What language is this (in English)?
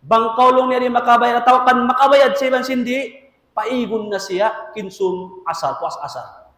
Tausug